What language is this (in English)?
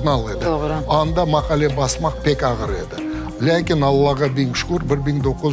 Crimean Tatar